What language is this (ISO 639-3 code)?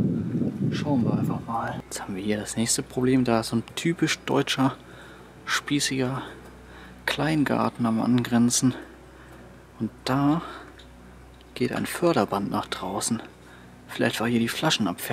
deu